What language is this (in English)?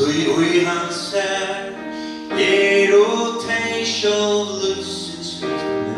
Faroese